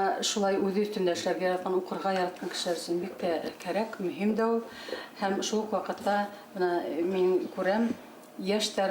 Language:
Bashkir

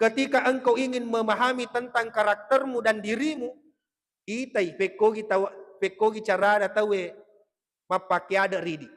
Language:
Buginese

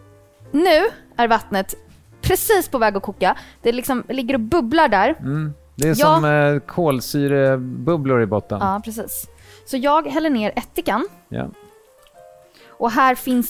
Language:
Swedish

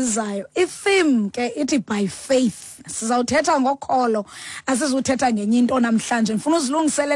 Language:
Xhosa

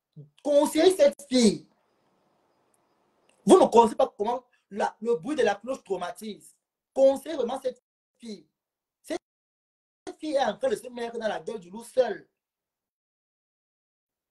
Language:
French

